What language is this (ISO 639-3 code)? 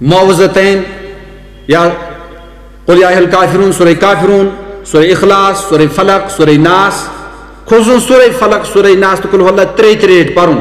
kas